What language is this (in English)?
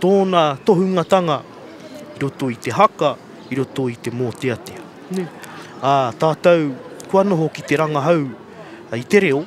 Māori